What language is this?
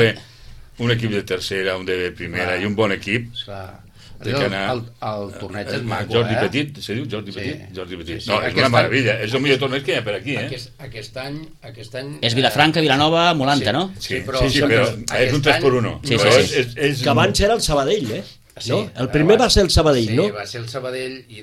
Catalan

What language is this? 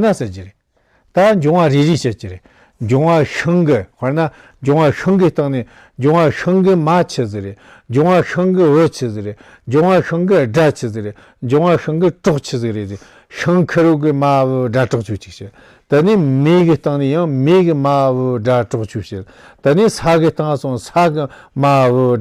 Tibetan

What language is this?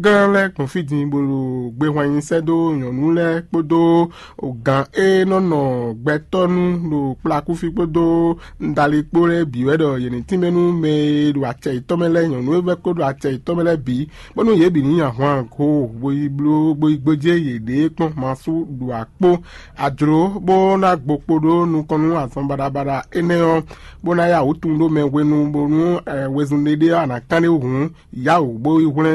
Fon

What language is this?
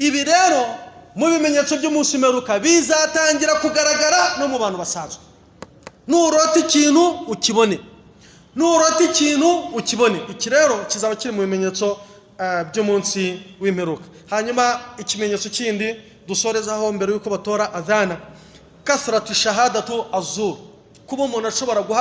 Kinyarwanda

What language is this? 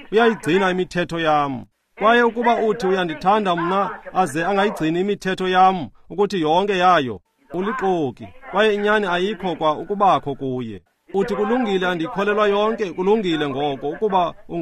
Xhosa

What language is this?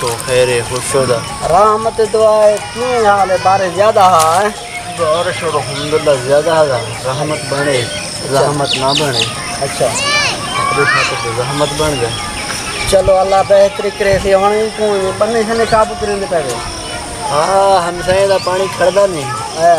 Saraiki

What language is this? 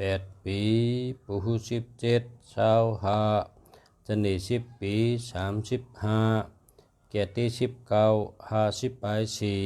Shan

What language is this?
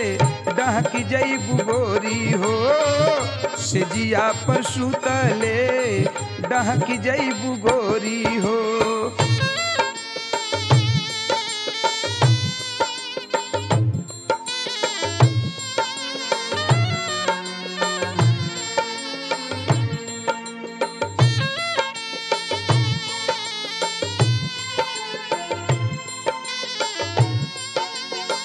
Bhojpuri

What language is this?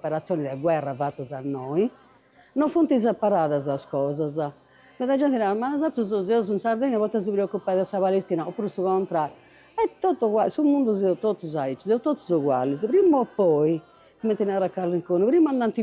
Sardinian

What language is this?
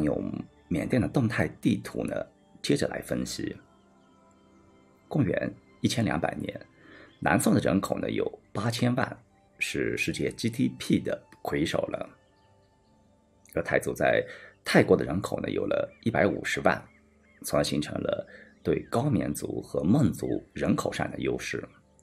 Chinese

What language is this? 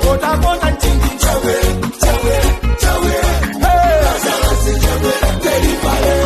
Nyanja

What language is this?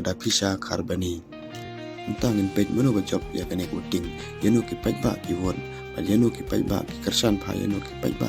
Khasi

